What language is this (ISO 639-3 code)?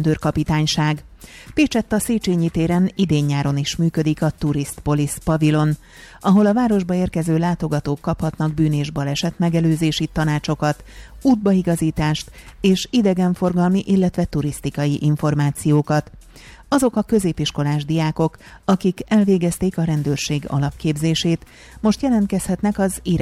hun